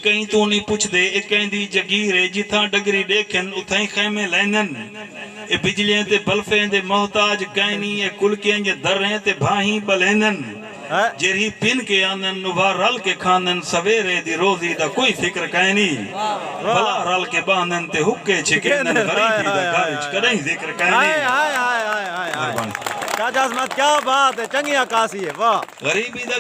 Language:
Saraiki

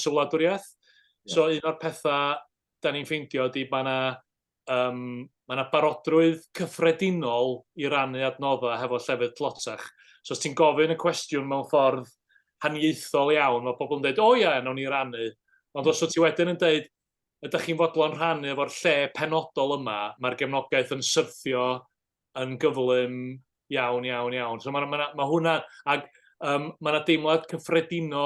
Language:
Welsh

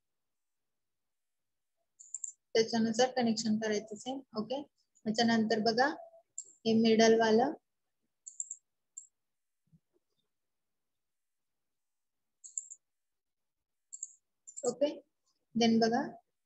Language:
Marathi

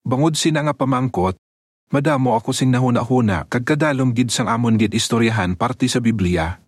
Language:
Hiligaynon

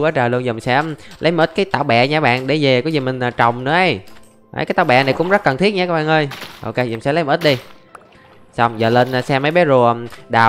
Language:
Vietnamese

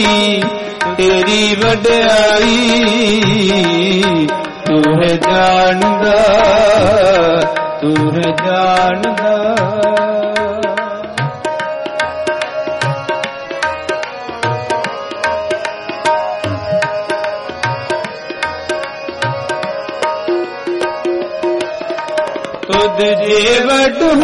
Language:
Punjabi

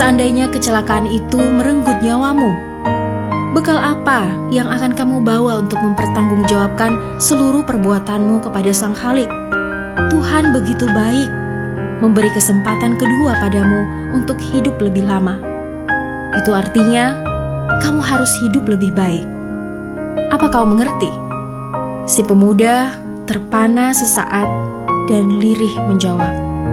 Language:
Indonesian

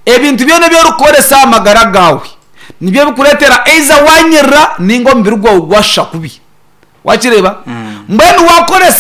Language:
Nyankole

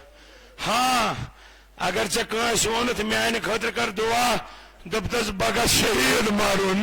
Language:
Kashmiri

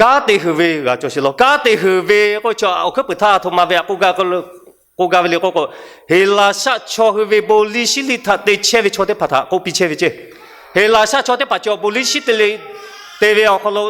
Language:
Lahu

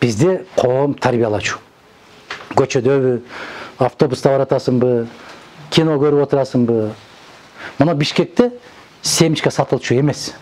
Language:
Kyrgyz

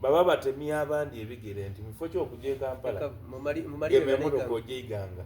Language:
Soga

